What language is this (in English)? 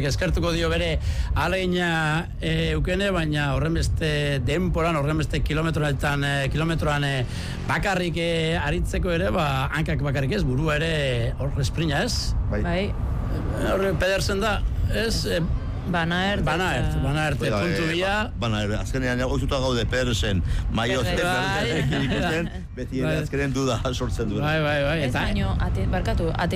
Basque